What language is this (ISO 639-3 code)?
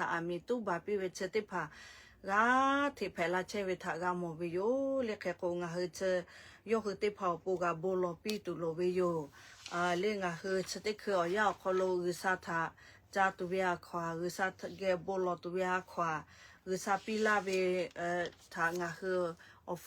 lhu